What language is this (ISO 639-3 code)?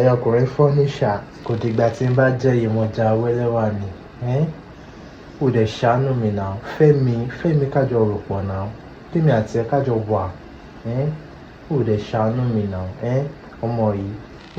yor